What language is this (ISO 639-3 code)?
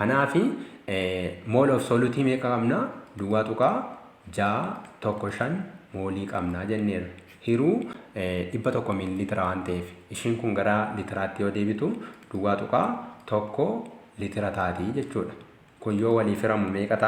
orm